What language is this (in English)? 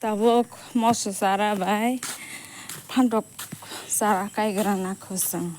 Kok Borok